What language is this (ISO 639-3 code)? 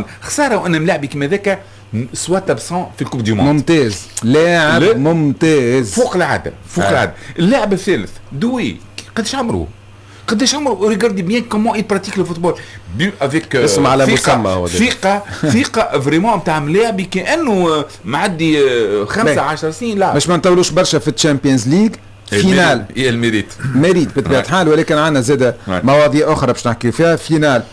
aeb